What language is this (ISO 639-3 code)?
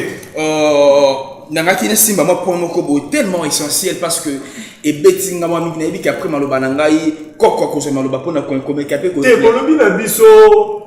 lin